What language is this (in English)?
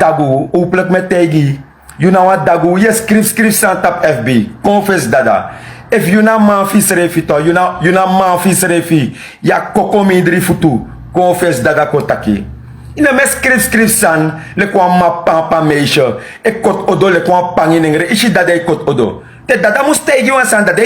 Sranan Tongo